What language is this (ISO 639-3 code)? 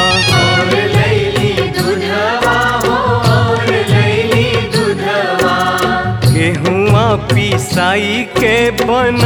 bho